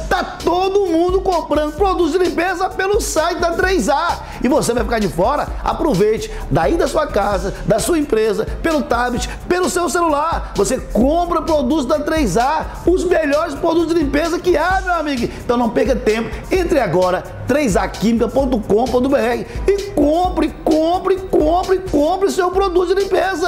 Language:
Portuguese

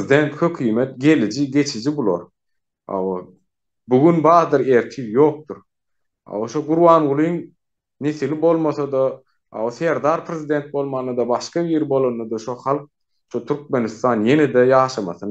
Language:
Turkmen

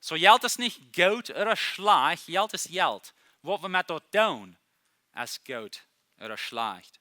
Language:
Plautdietsch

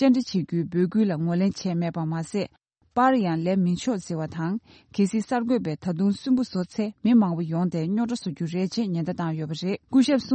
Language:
Tibetan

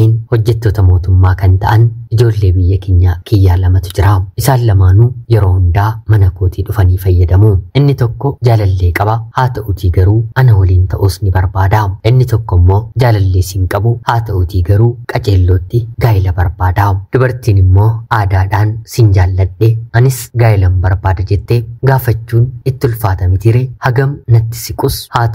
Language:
Oromo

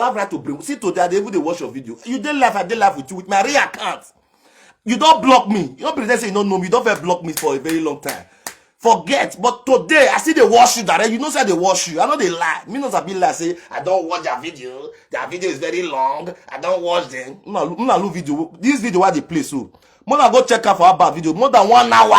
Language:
Nigerian Pidgin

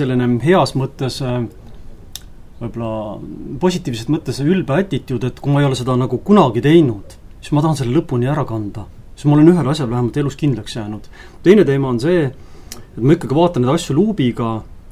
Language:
Estonian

